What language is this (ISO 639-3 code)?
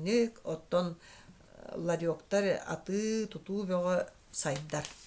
sah